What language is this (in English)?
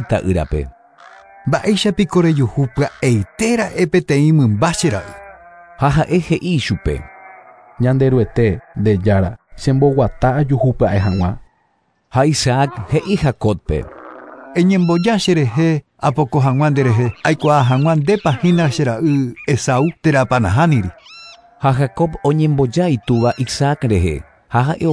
Guarani